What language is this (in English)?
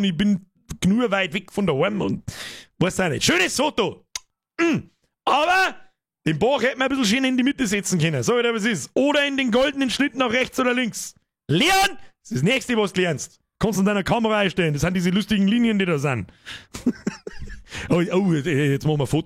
Bavarian